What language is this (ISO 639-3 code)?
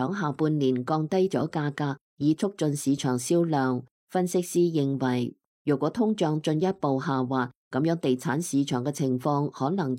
yue